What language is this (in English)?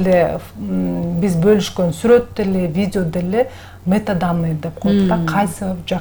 Kyrgyz